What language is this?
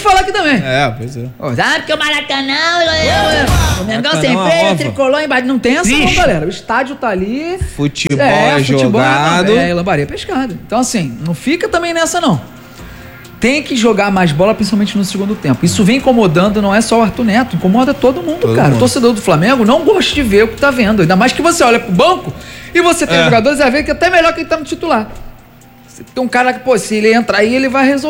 Portuguese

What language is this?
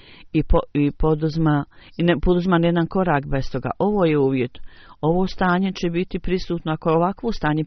Bosnian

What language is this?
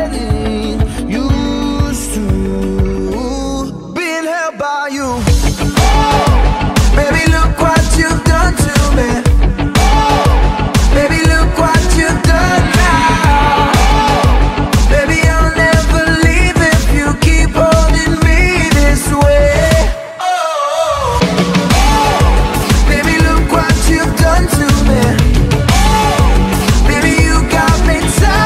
English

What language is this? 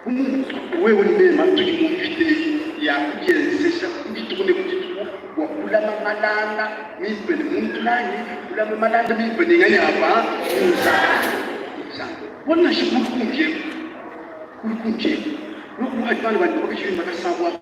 Luba-Lulua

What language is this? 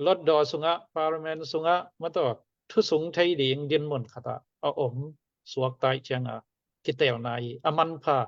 Tedim Chin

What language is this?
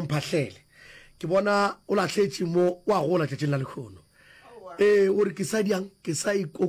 Northern Sotho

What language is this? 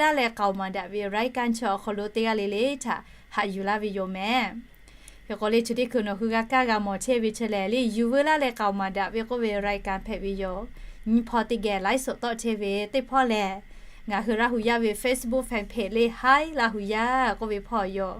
Lahu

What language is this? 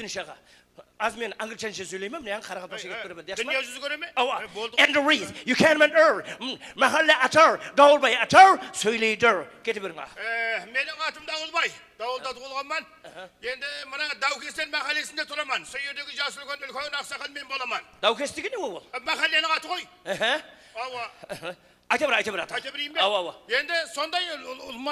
Kara-Kalpak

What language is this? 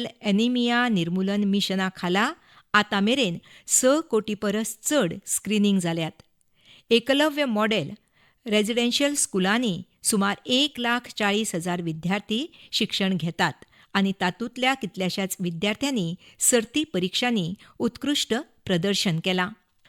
Konkani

